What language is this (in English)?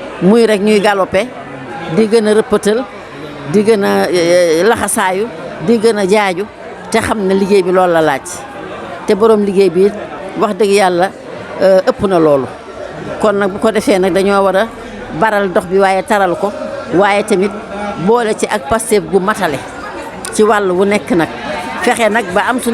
Wolof